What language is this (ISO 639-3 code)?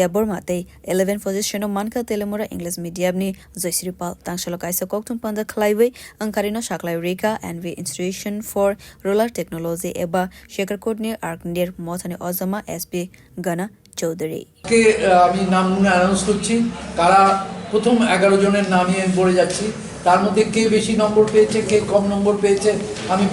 trp